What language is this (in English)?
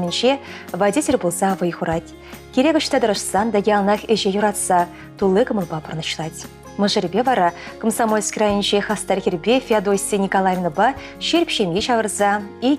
Chuvash